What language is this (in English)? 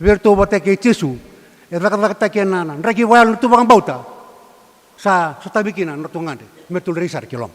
Fijian